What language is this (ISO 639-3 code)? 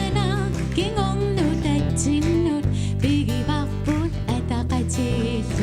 kal